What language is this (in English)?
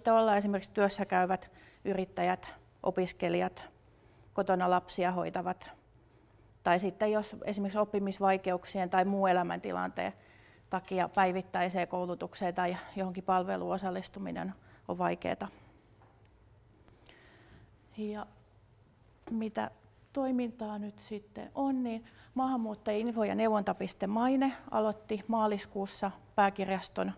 Finnish